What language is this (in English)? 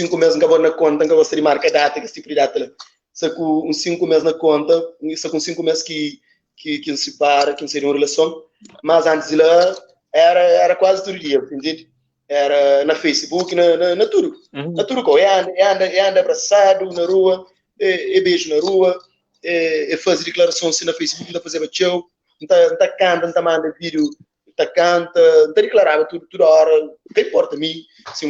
Kabuverdianu